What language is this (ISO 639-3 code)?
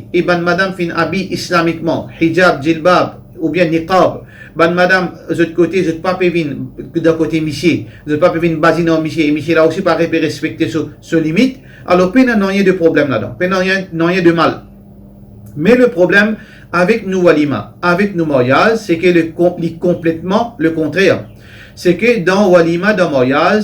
mfe